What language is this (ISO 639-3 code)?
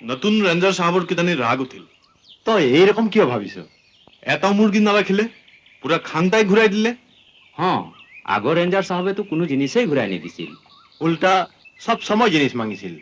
asm